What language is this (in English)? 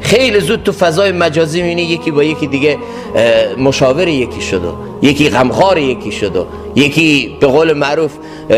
Persian